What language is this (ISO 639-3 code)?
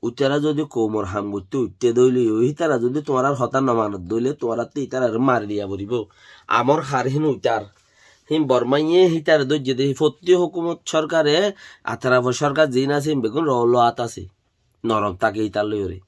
rhg